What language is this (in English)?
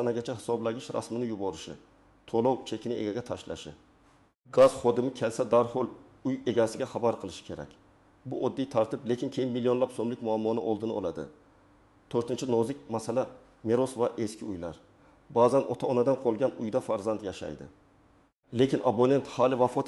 Uzbek